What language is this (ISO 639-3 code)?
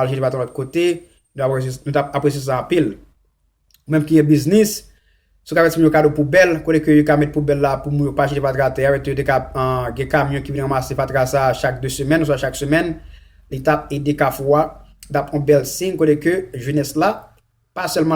hat